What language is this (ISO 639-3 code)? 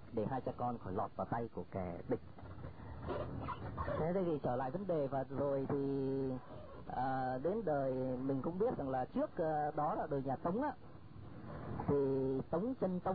vie